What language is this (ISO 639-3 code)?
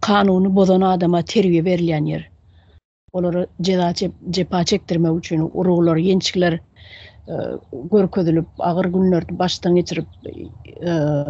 tuk